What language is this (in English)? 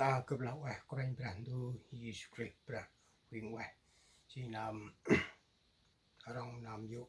Central Mnong